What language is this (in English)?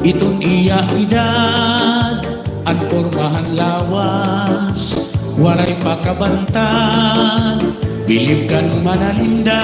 Waray